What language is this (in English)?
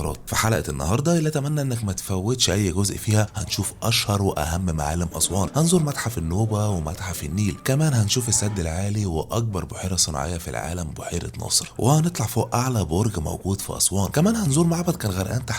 Egyptian Arabic